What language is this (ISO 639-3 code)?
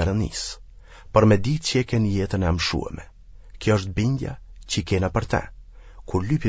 sqi